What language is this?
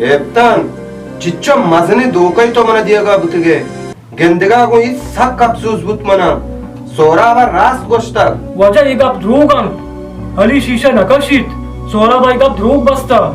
Baluchi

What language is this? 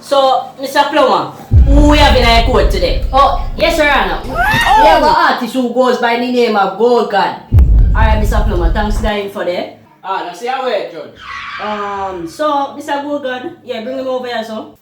Jamaican Creole English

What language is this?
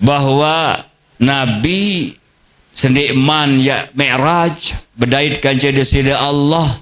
Sasak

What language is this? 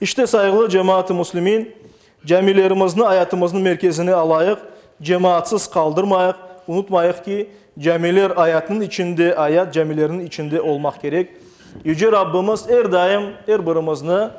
Crimean Tatar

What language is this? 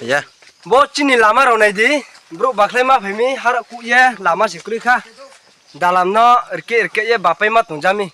Riang (India)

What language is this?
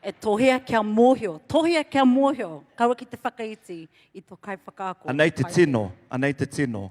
Māori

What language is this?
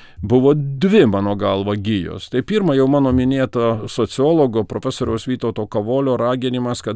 Lithuanian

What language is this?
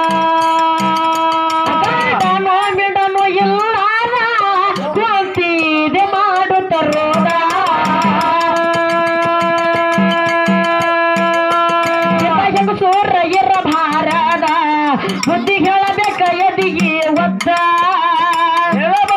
Kannada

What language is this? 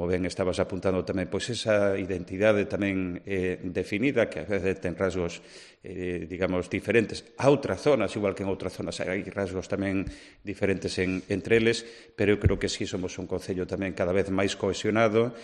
Galician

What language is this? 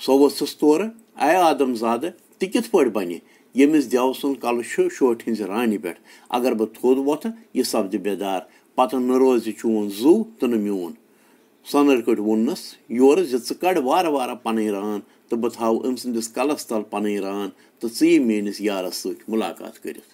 Kashmiri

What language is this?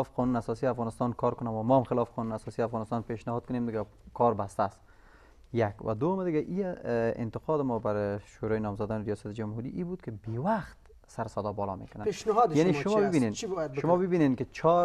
Persian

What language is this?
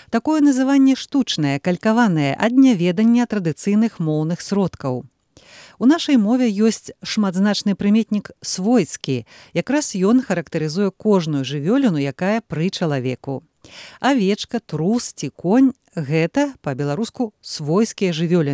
Belarusian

